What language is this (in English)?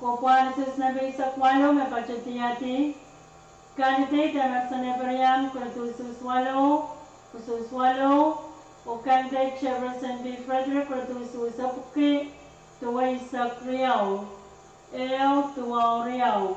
Pohnpeian